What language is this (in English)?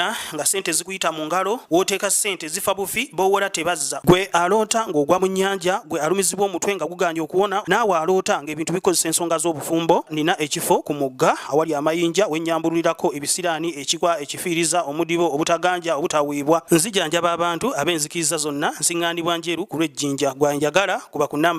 Ganda